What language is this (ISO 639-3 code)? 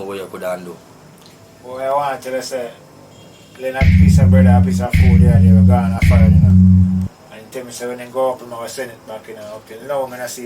jam